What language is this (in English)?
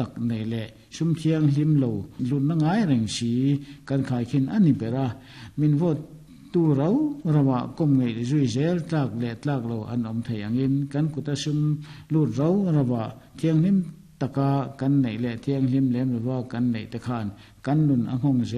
Mizo